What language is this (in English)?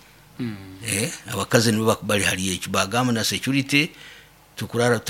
Nyoro